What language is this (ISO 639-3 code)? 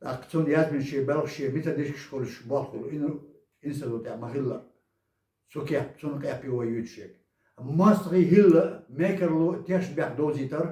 che